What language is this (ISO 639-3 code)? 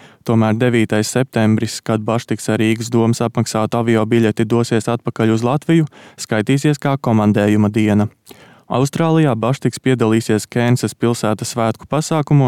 lav